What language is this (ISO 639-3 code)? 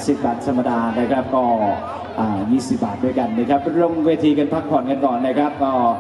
tha